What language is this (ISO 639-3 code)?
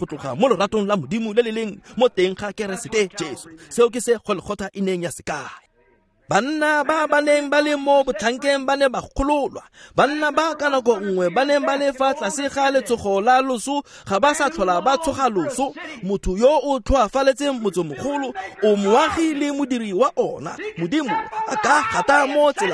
tsn